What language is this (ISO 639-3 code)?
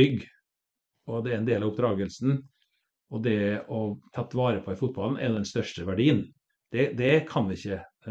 nor